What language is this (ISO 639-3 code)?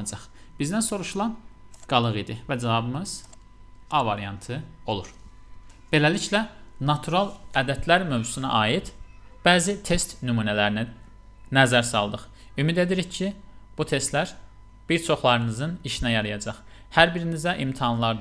aze